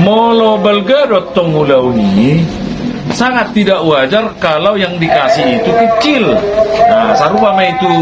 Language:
Batak Toba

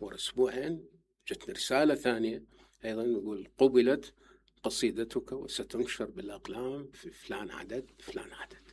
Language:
Mesopotamian Arabic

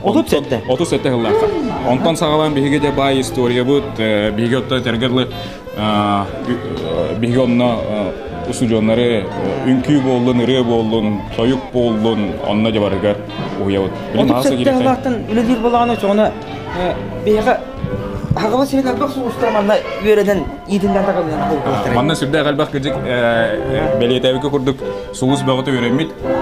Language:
Yakut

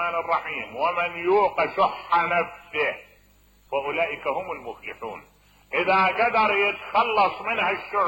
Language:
Mesopotamian Arabic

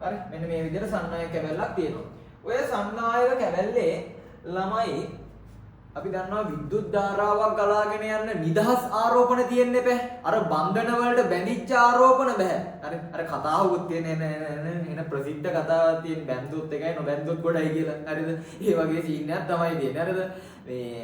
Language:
Sinhala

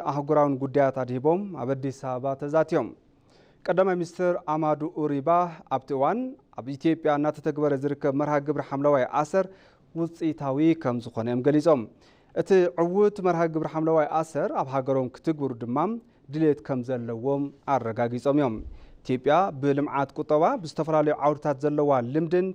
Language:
Tigrinya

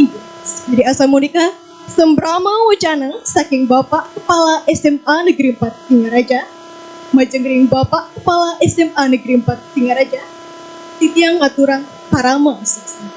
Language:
Balinese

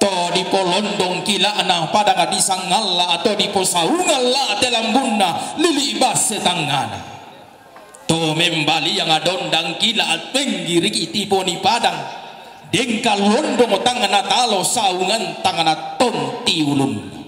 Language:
Toraja-Sa'dan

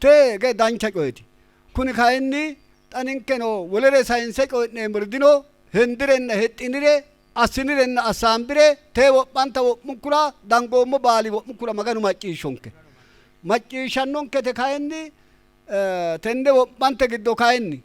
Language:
Sidamo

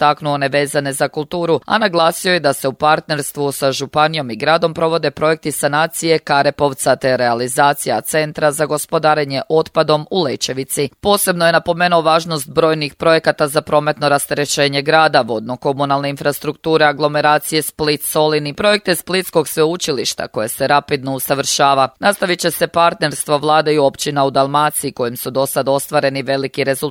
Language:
Croatian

